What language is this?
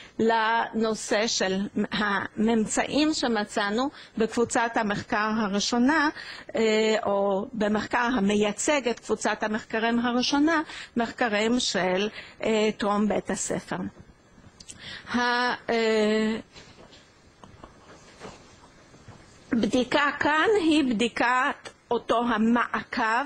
Hebrew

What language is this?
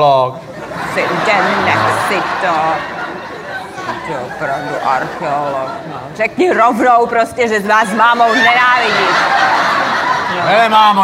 Czech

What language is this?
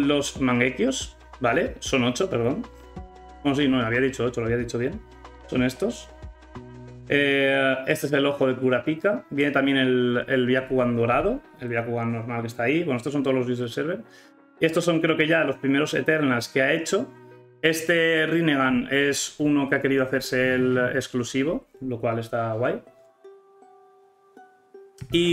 Spanish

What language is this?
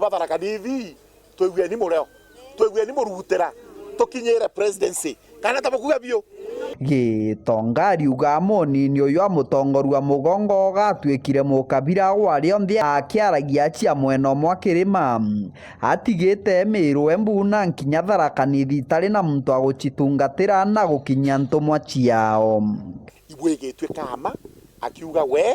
Meru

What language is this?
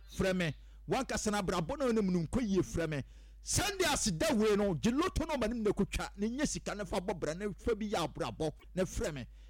Akan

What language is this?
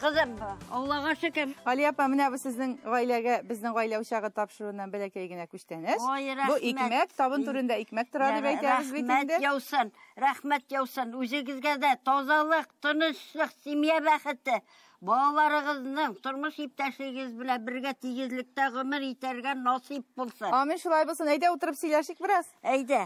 Tatar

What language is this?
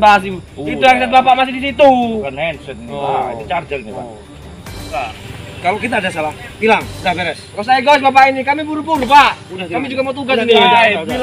Indonesian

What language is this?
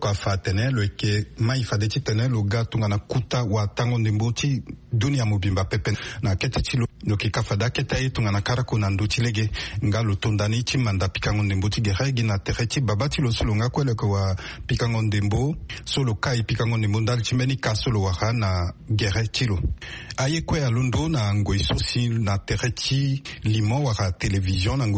Sango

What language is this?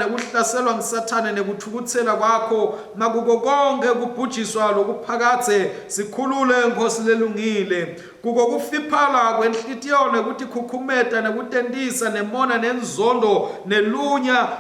Swati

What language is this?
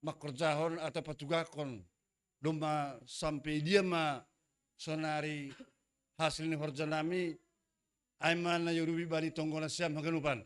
Batak Simalungun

